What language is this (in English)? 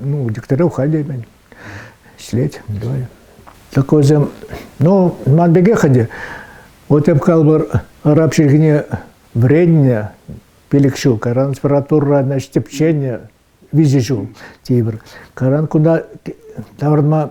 Chuvash